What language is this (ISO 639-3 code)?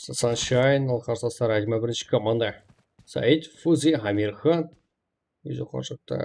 kaa